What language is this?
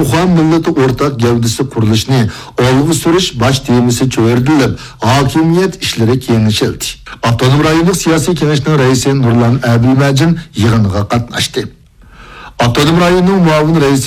Uyghur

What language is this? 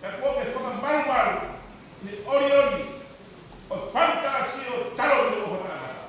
Tongan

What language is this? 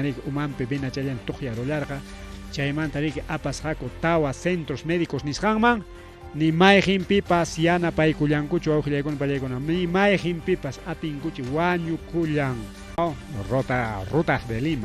Ayacucho Quechua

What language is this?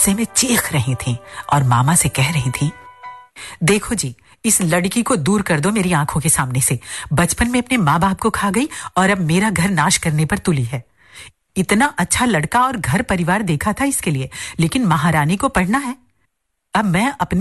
Hindi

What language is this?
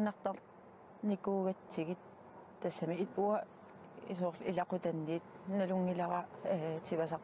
Kalaallisut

